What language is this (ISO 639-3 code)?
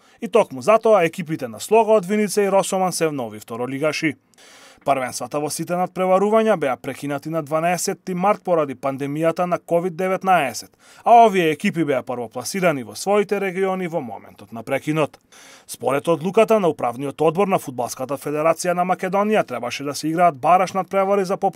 mkd